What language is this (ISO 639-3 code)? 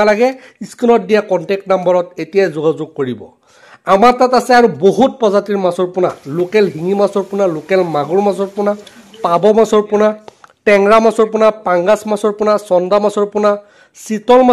asm